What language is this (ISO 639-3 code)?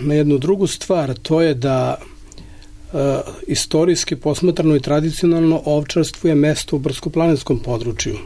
srp